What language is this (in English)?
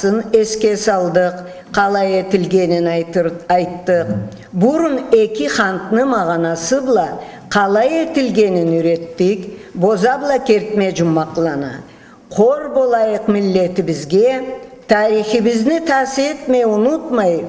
Karachay-Balkar